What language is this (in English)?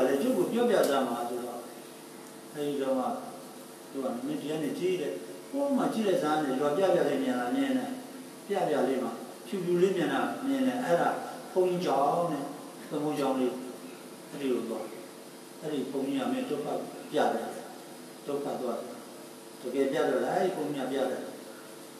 Burmese